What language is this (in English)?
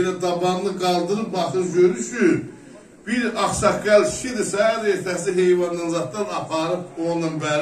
South Azerbaijani